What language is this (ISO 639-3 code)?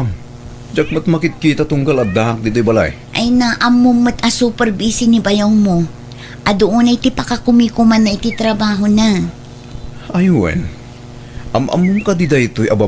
ilo